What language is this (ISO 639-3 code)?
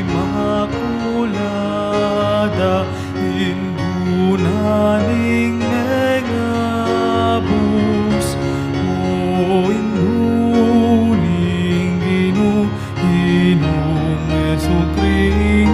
pam